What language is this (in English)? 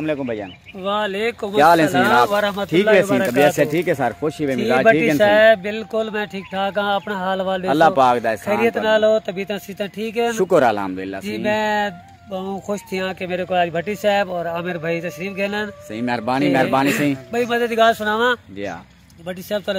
Saraiki